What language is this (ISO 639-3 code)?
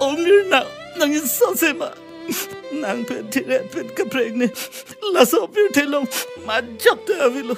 mjw